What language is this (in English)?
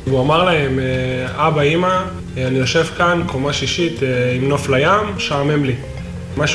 Hebrew